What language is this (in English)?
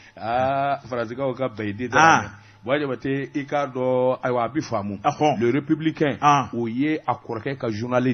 Bambara